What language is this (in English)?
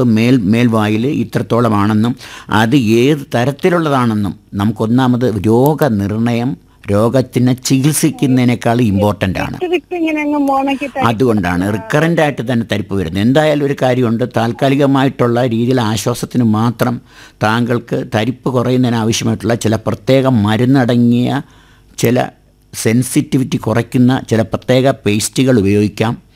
Malayalam